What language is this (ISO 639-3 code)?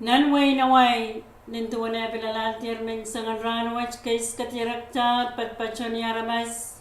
pon